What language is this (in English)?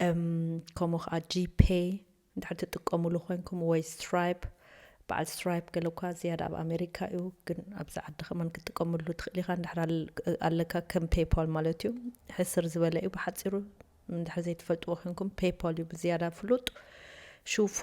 Tigrinya